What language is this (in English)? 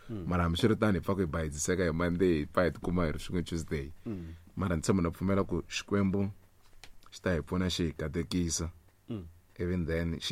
Tsonga